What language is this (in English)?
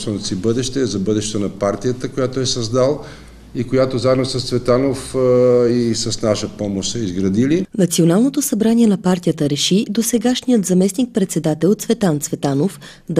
Bulgarian